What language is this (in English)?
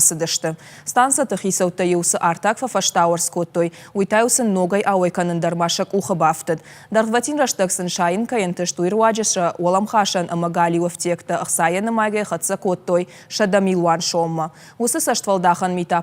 Ossetic